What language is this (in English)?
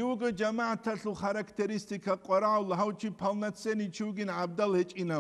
Avaric